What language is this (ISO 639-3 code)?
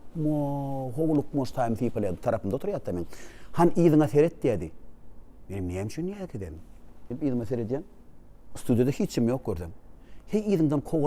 tuk